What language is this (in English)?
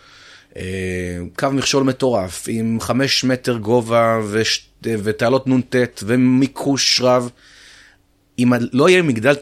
Hebrew